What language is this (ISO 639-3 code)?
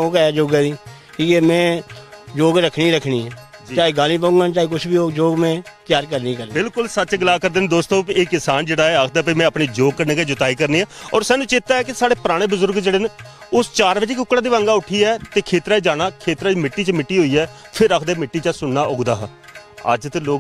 doi